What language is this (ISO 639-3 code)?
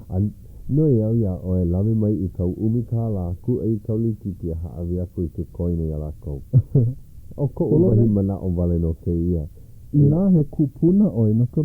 haw